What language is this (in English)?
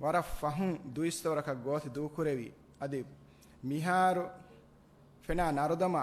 Divehi